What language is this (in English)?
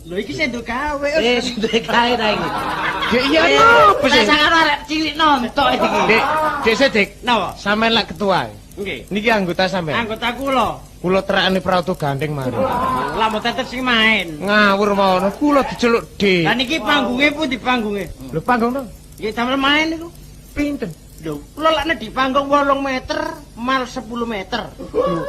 Javanese